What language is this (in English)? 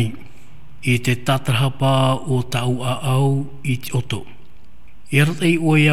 Tahitian